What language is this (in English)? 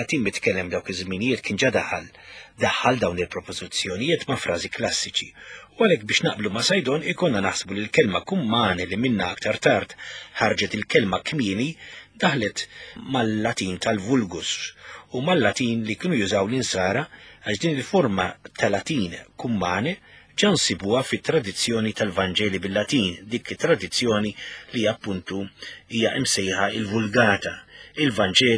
Maltese